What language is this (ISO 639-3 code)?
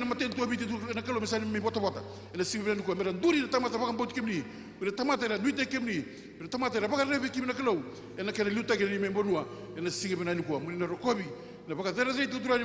fij